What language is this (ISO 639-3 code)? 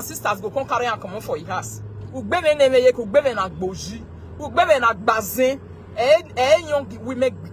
pcm